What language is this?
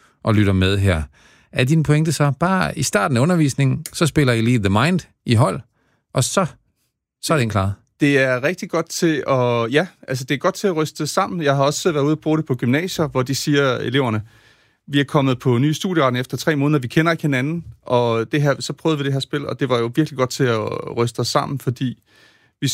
Danish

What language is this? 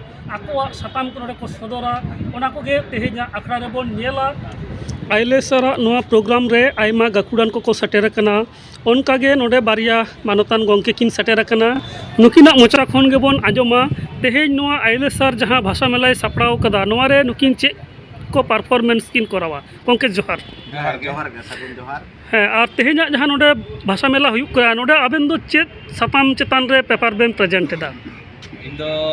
Santali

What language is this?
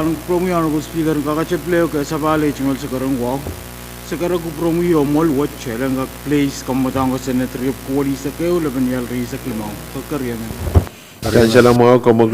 Pohnpeian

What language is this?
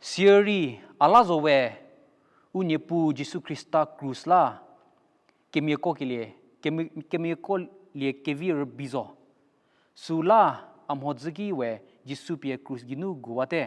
Angami Naga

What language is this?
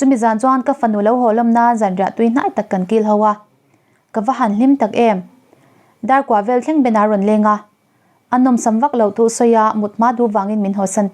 Mizo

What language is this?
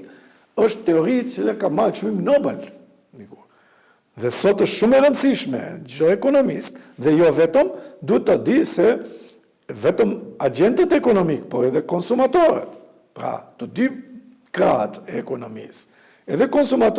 Albanian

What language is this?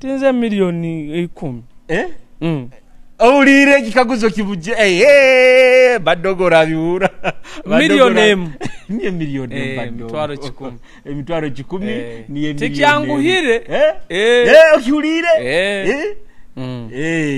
Nyoro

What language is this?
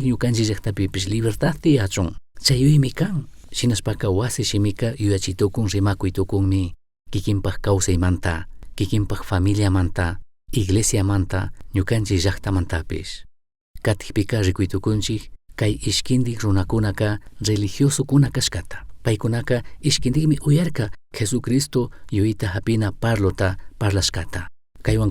Chimborazo Highland Quichua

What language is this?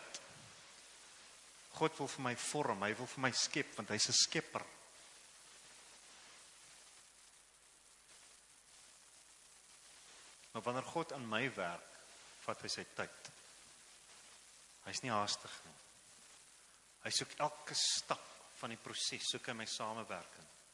Afrikaans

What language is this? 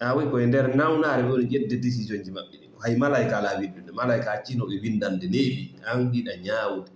Fula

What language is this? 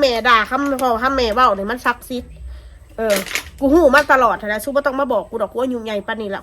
Northeastern Thai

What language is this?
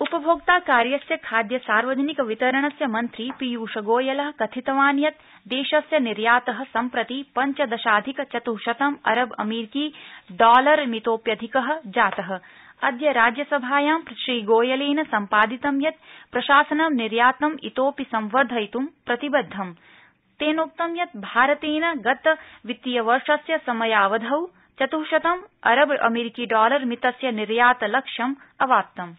Sanskrit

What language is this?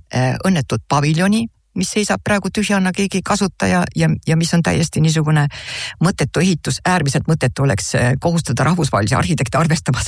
Estonian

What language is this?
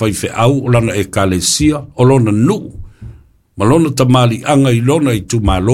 Samoan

